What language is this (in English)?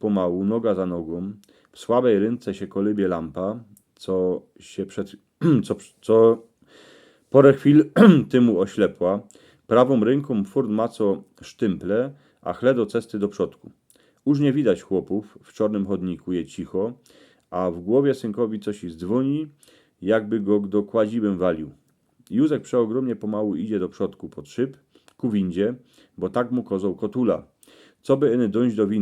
Silesian